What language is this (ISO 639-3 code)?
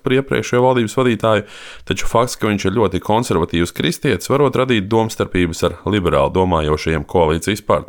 lav